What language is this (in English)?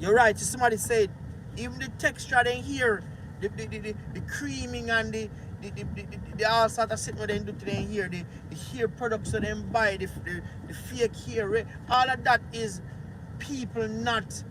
Jamaican Creole English